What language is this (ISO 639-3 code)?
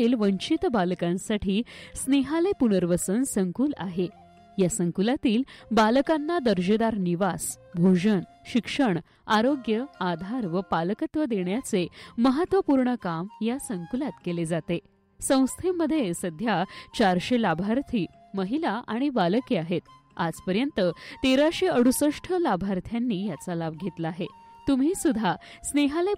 mar